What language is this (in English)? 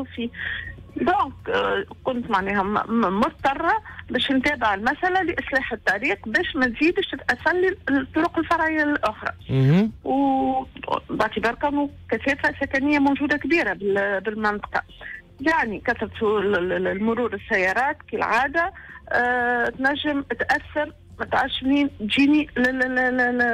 Tunisian Arabic